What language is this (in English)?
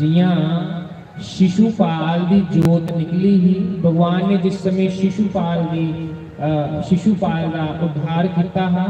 Dogri